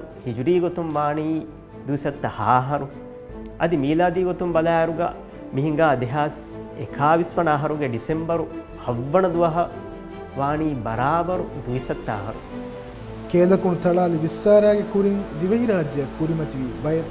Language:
Divehi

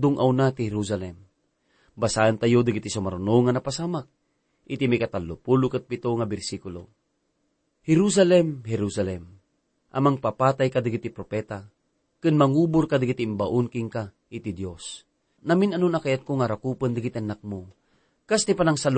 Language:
Iloko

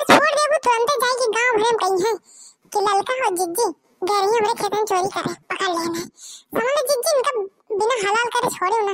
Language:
Bhojpuri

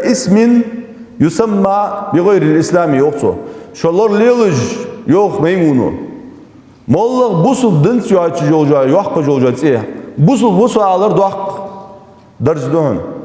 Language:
Ingush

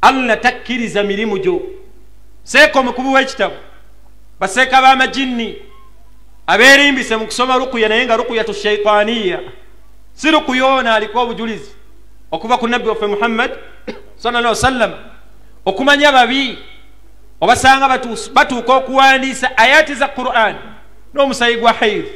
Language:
Ganda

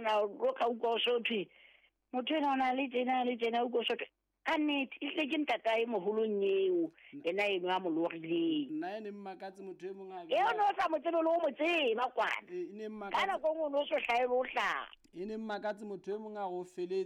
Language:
Southern Sotho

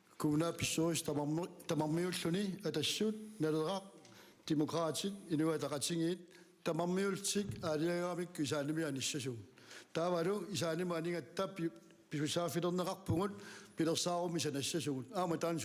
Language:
Kalaallisut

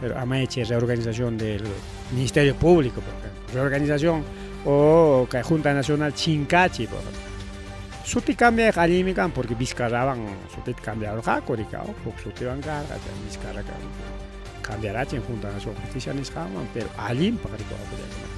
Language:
Ayacucho Quechua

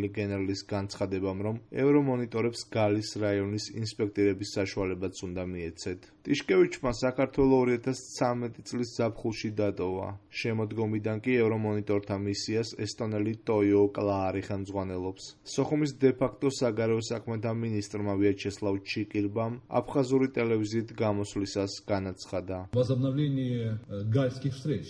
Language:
Georgian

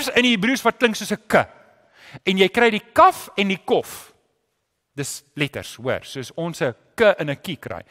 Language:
Afrikaans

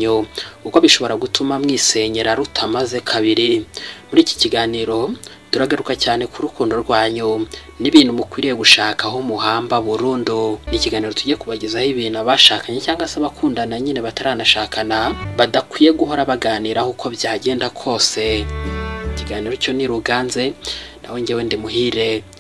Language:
Kinyarwanda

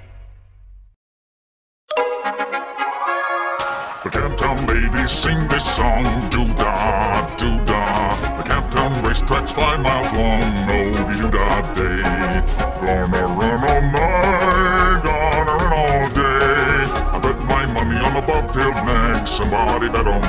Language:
English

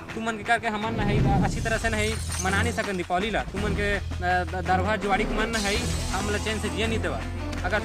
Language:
Chhattisgarhi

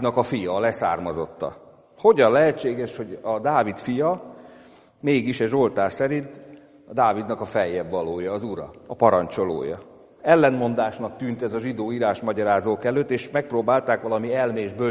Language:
Hungarian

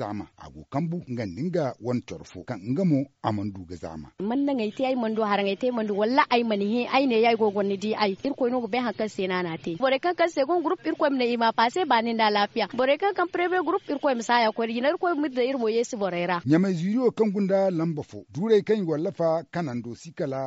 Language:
Zarma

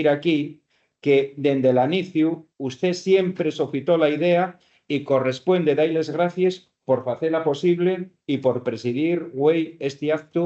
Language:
Asturian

